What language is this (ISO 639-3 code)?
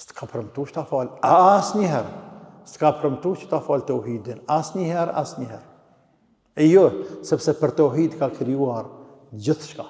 sqi